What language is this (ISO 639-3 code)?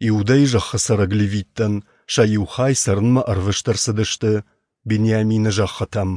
oss